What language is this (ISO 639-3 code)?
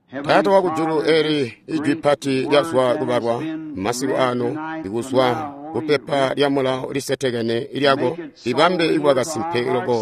toi